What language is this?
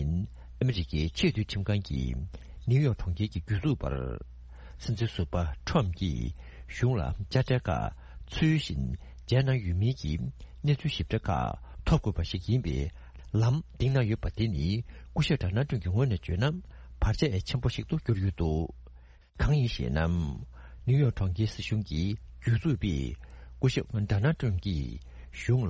Tibetan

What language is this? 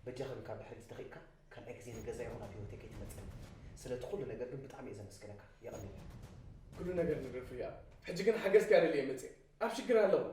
Tigrinya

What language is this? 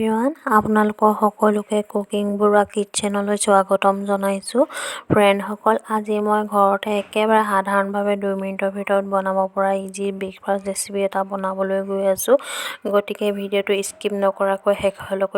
Assamese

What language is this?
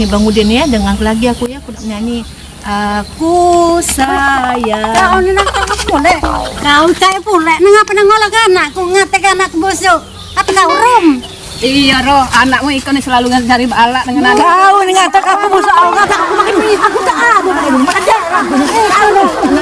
Musi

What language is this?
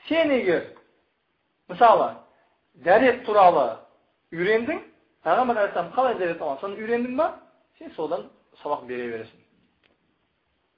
Kazakh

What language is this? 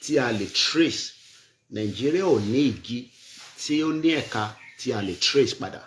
Yoruba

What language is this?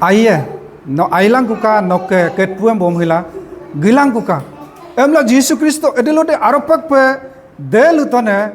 Adi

